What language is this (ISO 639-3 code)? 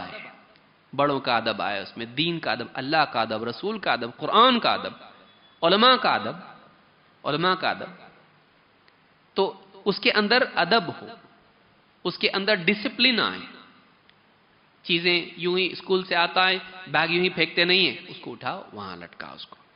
urd